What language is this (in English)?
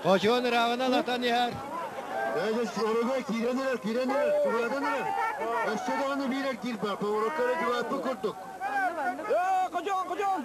Yakut